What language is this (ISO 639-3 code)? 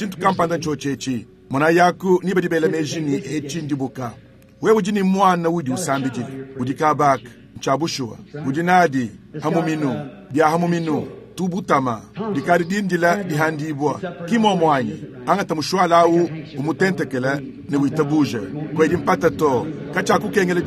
lua